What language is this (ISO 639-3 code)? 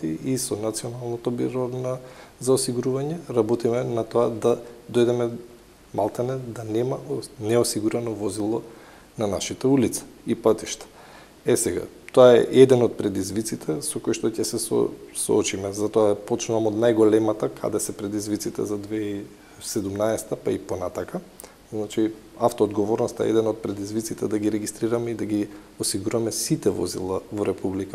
mkd